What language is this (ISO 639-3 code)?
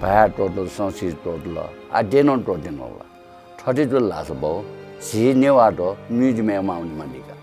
new